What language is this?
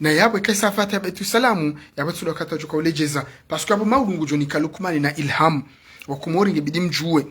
Ngazidja Comorian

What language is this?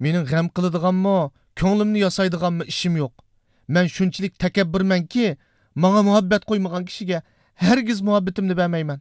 Uyghur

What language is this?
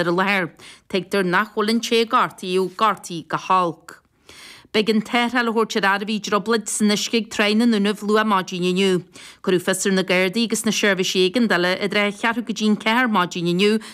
Irish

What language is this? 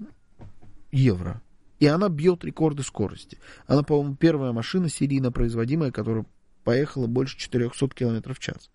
Russian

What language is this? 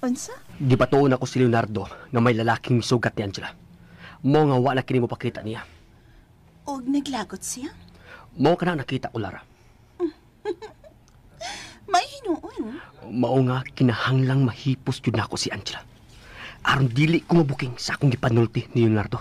Cebuano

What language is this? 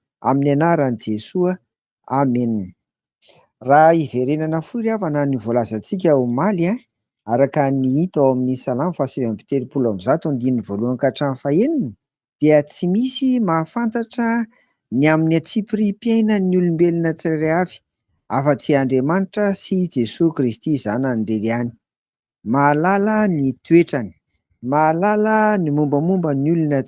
Malagasy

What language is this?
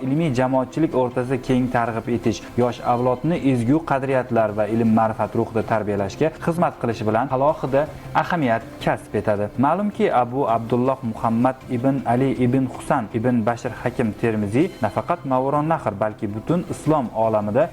Uzbek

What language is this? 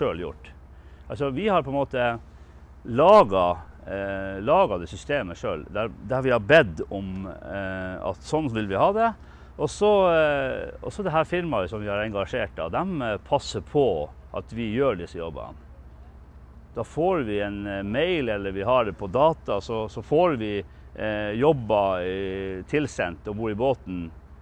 Norwegian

